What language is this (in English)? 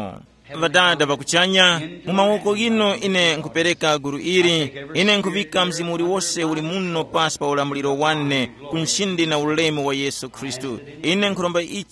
Tumbuka